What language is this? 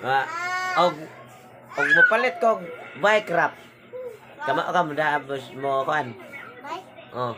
Cebuano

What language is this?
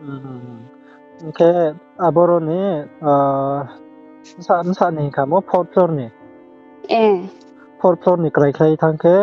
Riang (India)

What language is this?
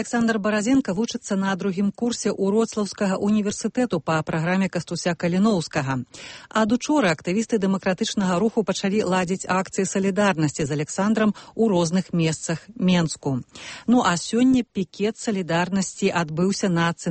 Belarusian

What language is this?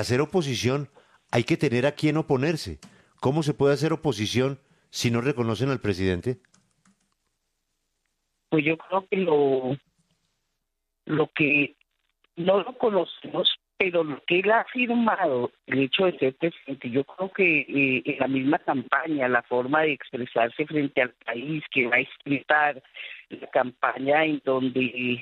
Spanish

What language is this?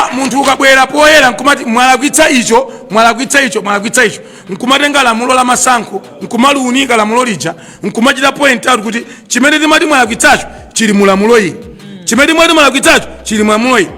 Nyanja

